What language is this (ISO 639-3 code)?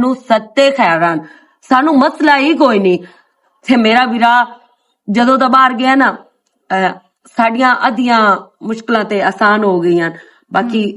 lah